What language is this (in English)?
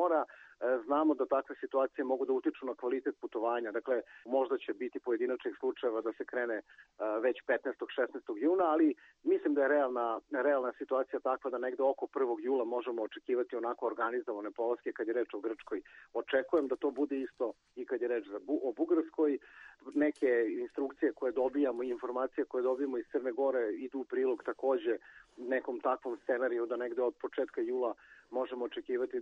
Serbian